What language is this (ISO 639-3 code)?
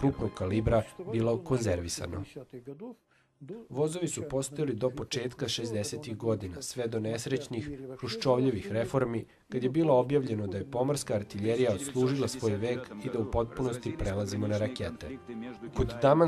srp